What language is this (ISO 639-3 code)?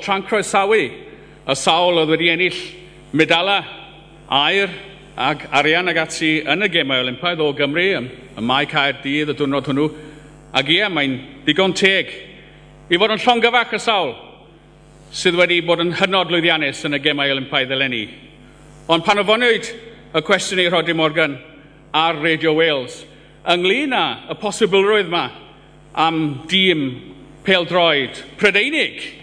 cym